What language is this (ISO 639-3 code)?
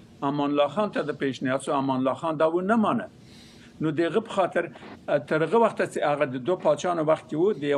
pus